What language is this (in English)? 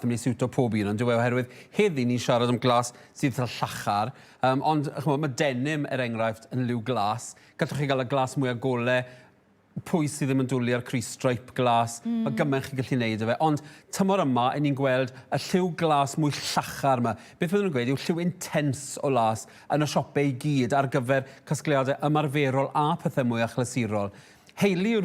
Welsh